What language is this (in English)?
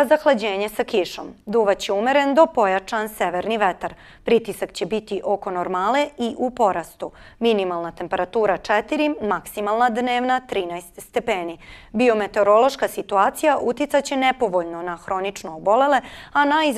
Serbian